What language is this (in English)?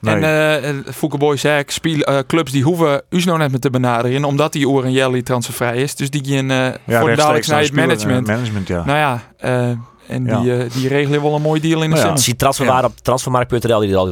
Western Frisian